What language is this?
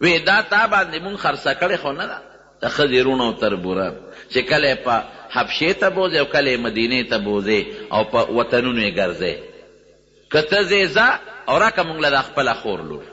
Pashto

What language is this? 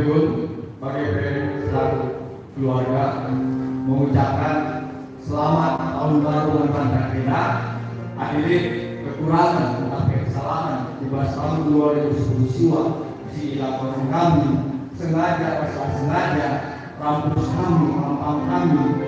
Batak Karo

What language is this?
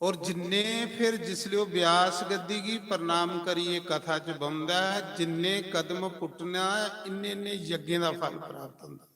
Dogri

